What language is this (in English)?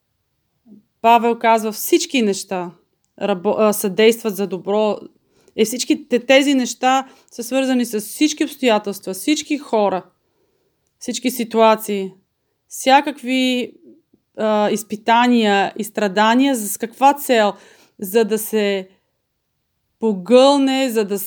Bulgarian